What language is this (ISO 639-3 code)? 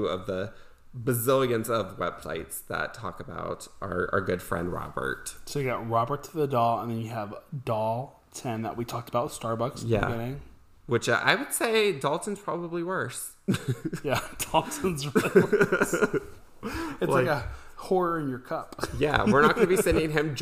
eng